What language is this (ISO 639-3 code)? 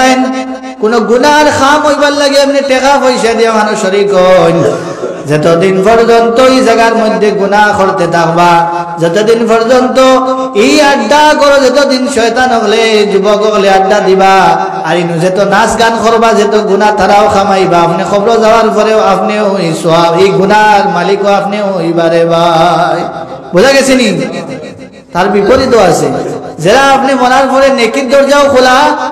syl